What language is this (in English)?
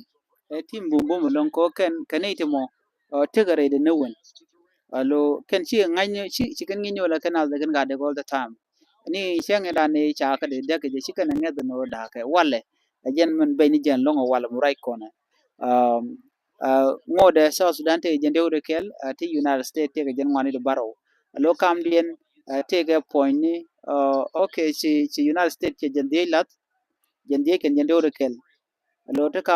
Nuer